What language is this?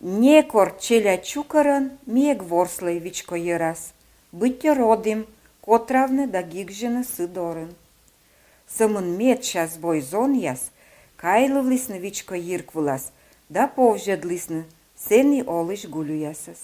Komi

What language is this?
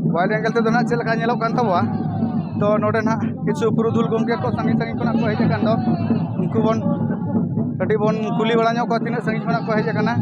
Santali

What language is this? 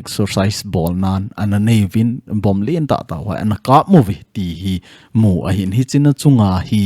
Thado Chin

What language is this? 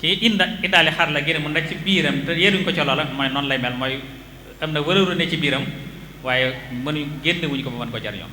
Wolof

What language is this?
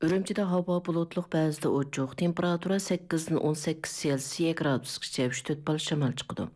Uyghur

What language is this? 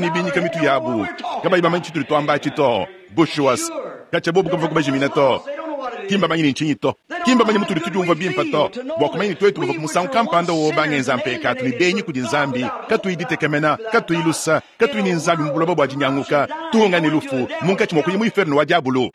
Luba-Lulua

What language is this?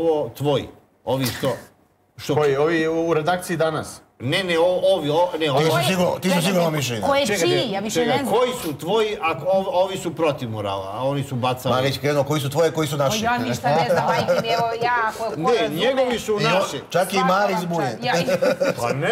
Serbian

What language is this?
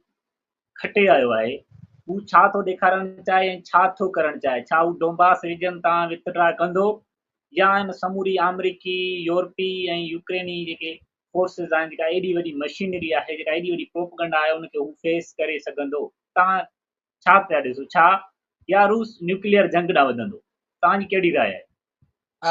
Sindhi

